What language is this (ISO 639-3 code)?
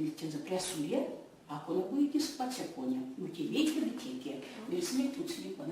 myv